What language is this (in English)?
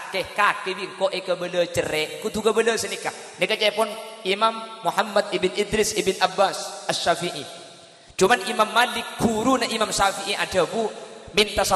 Madurese